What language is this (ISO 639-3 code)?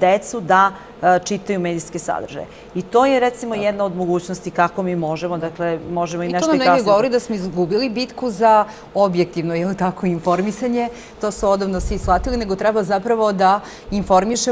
srp